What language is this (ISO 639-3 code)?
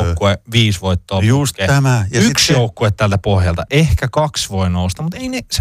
fin